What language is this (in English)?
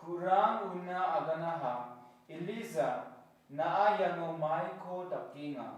Garo